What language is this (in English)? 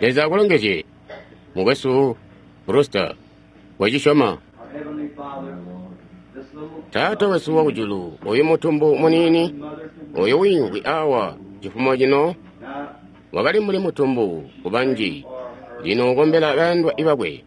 Tonga (Zambia)